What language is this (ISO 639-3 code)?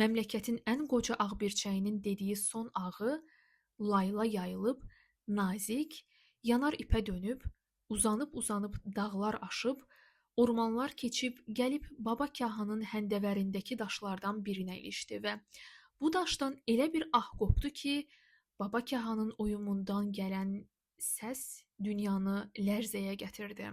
aze